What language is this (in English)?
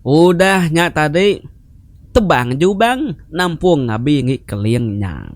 Iban